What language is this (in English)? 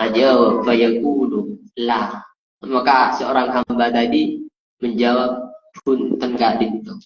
Madurese